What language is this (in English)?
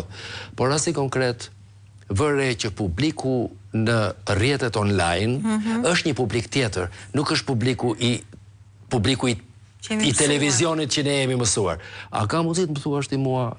Albanian